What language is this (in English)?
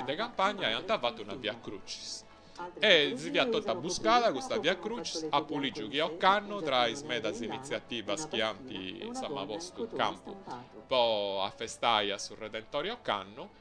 Sardinian